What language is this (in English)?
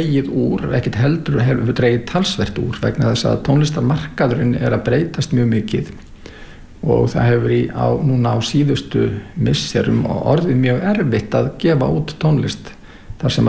Icelandic